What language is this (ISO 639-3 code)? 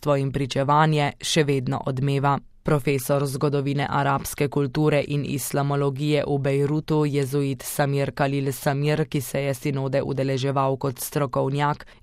slv